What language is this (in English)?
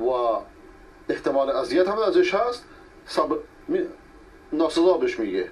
Persian